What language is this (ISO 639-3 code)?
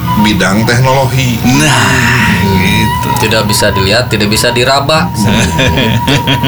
ind